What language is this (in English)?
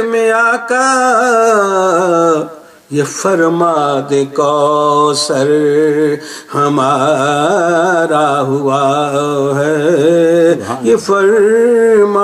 Urdu